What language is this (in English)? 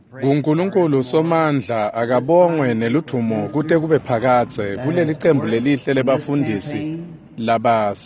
Swati